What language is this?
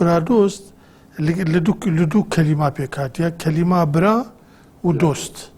Kurdish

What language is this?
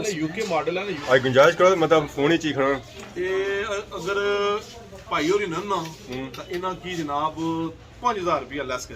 Pahari-Potwari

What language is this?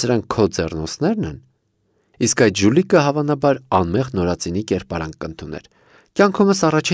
Armenian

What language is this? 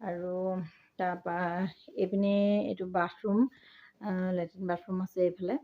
Assamese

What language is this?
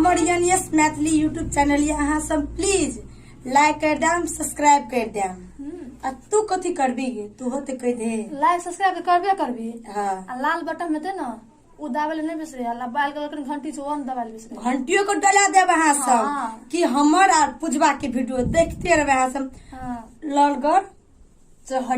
Maithili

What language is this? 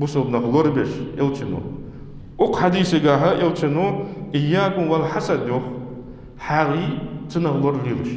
Ingush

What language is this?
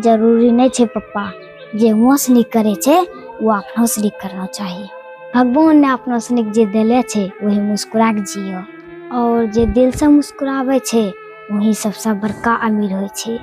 Angika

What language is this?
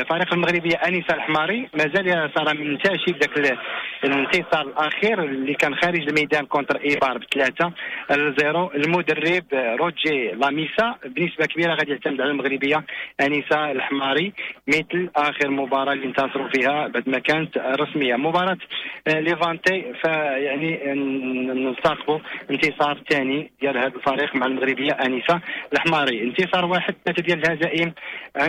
Moroccan Arabic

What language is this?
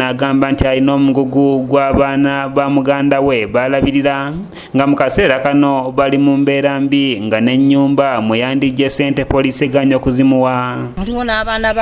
Ganda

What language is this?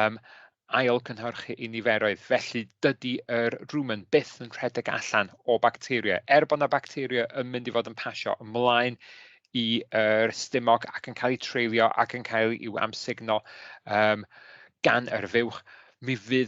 Welsh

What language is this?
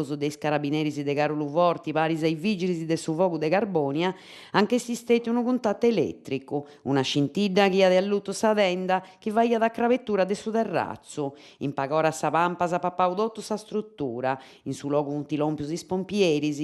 Sardinian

